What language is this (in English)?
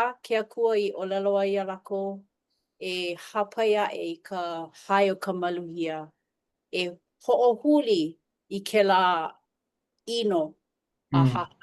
Hawaiian